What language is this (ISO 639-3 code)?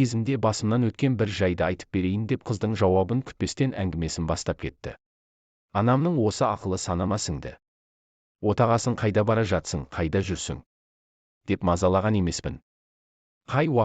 kaz